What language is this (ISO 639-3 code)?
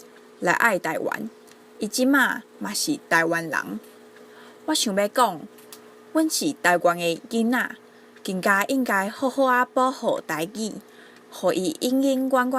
nan